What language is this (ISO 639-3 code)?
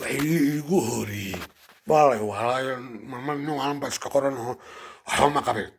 som